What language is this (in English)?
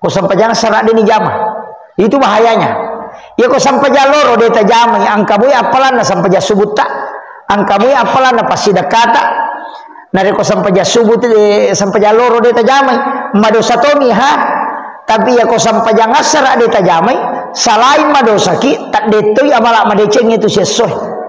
Buginese